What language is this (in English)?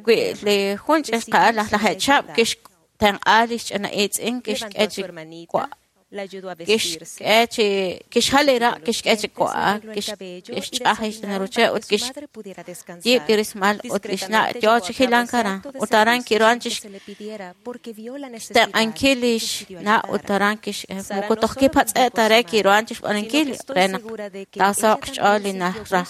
Kekchí